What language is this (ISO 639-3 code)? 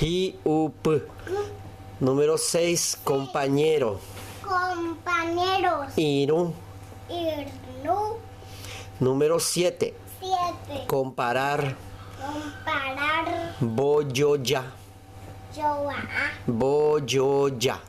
grn